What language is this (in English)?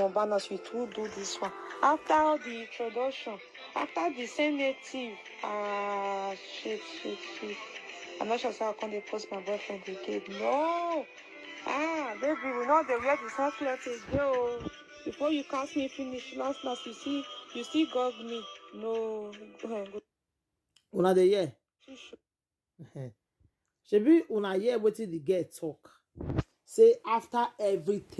Nigerian Pidgin